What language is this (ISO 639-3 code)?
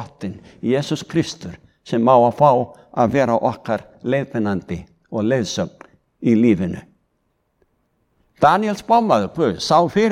isl